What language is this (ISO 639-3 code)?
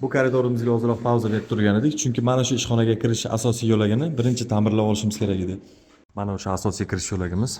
uzb